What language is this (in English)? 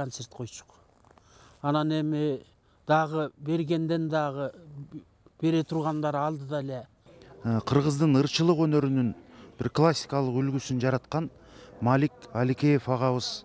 Kyrgyz